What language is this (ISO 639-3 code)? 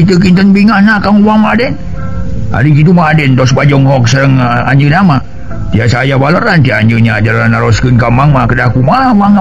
sun